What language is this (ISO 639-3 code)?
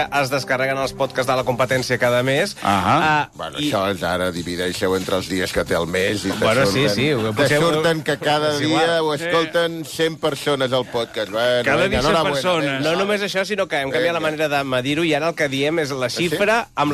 cat